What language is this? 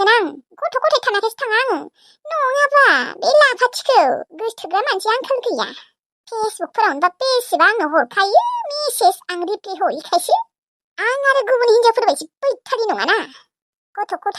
Bodo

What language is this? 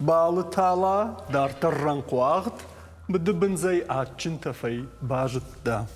Ossetic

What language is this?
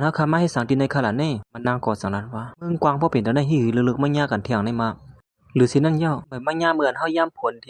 Shan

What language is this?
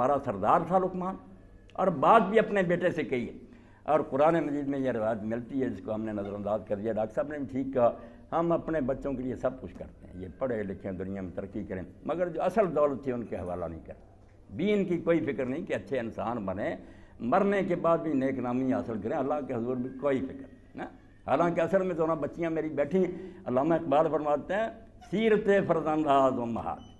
Urdu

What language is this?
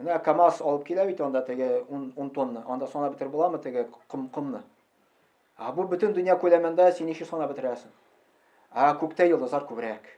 Tatar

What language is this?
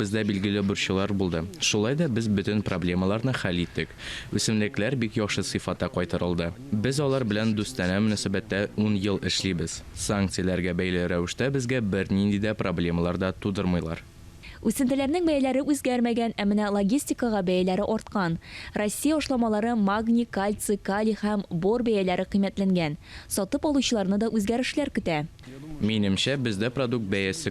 Tatar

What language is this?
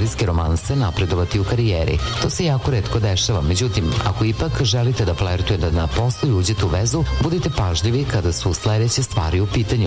Serbian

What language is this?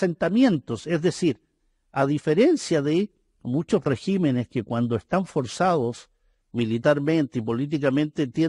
Spanish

